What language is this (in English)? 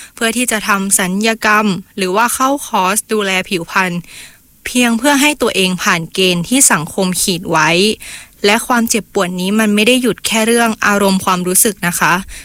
Thai